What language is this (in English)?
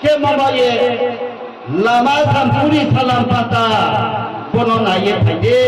Riang (India)